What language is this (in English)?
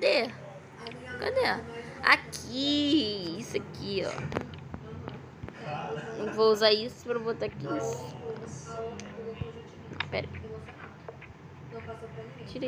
Portuguese